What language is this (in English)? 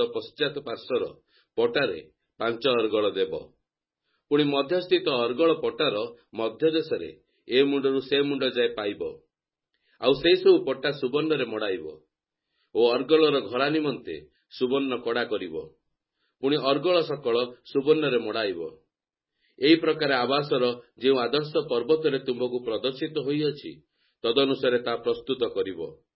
Odia